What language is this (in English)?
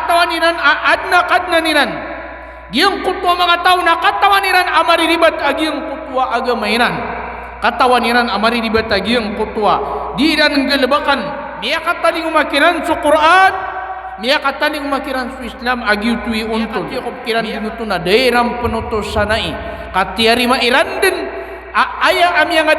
Maranao